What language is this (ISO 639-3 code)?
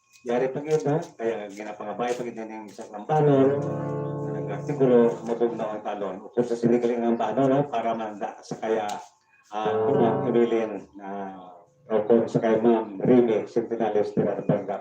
hil